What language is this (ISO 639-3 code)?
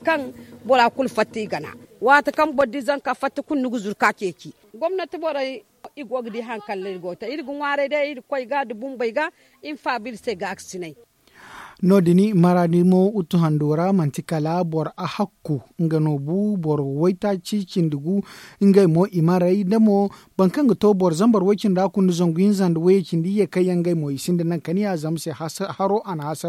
dje